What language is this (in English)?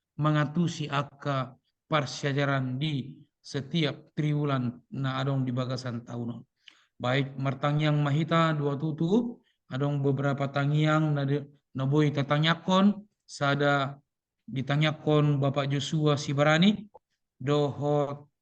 Batak Toba